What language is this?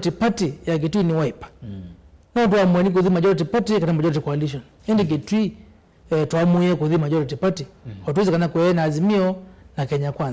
Kamba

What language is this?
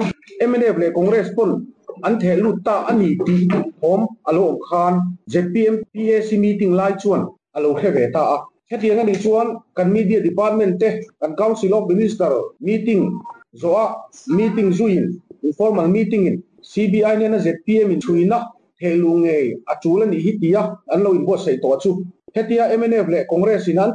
Mizo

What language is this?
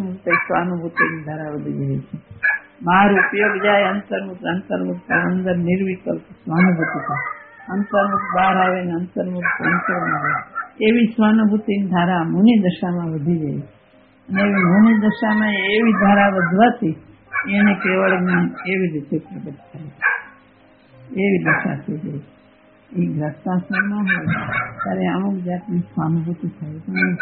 Gujarati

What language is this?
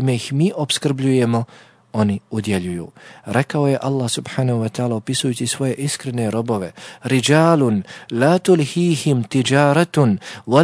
Bosnian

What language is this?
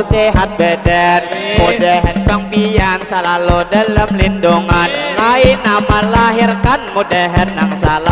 Banjar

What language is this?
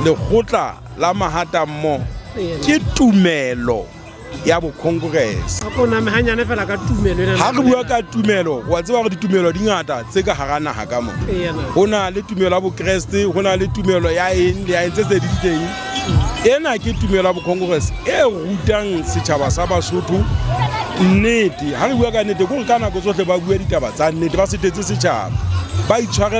Southern Sotho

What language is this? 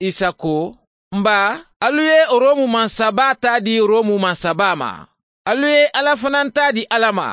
Mandingo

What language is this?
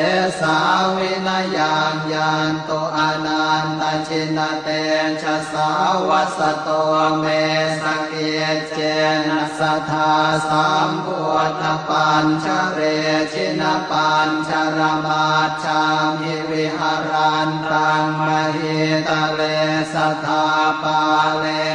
Pali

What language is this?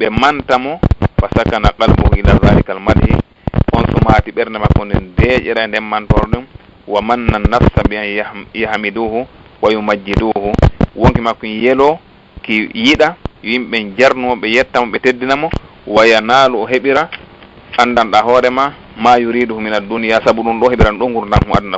Fula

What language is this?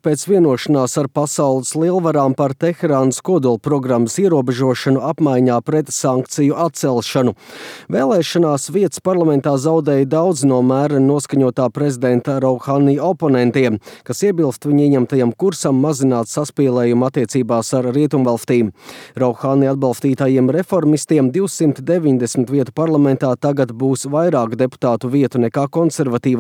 Latvian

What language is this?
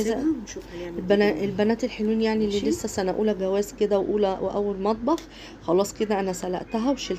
Egyptian Arabic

